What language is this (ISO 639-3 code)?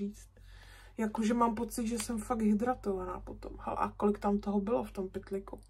ces